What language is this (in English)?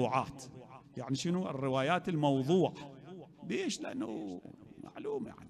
Mesopotamian Arabic